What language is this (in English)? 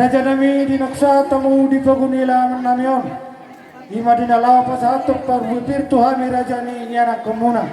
Batak Toba